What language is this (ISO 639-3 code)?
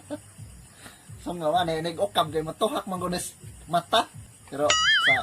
ceb